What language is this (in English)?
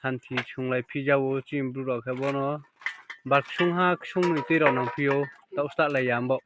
Riang (India)